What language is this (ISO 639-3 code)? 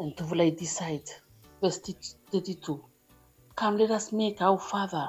bis